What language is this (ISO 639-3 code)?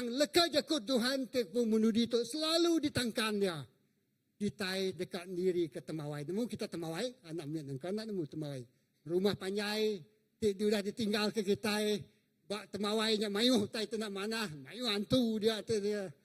iba